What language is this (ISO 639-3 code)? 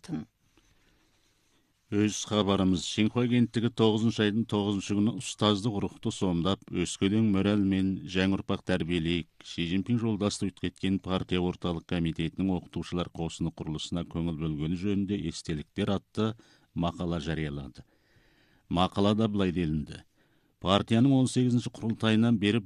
kaz